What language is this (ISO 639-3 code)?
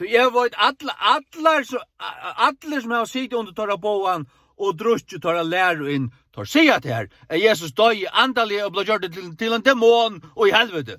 fao